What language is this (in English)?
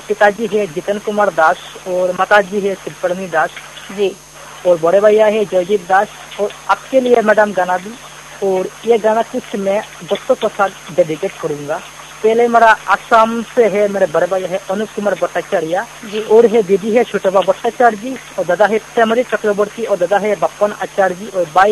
Hindi